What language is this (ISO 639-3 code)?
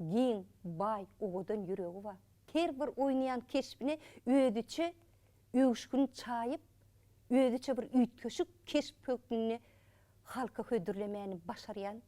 tuk